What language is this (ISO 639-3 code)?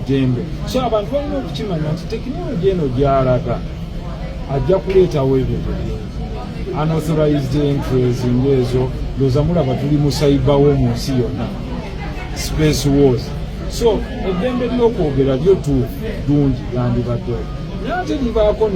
lug